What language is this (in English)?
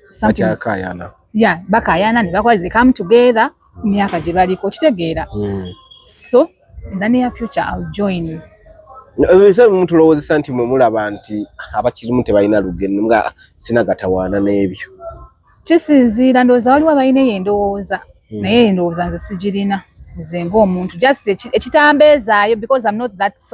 Ganda